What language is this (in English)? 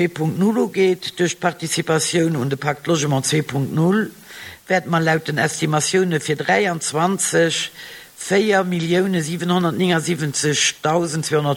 Luxembourgish